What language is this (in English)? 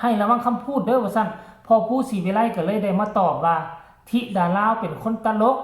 Northeastern Thai